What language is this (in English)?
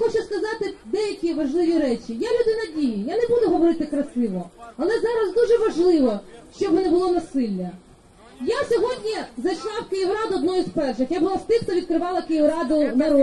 Ukrainian